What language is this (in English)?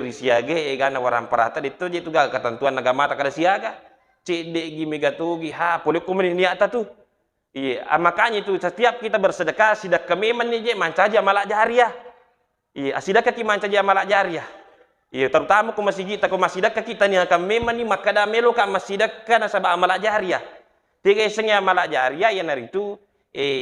Buginese